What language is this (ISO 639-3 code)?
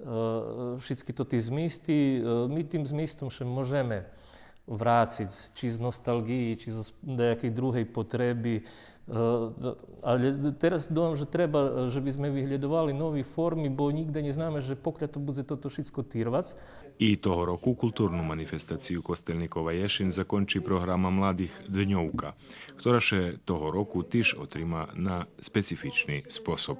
rue